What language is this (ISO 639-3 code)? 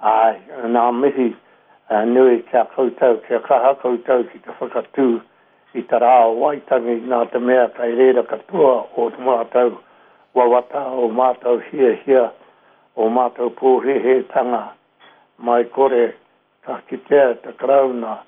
mri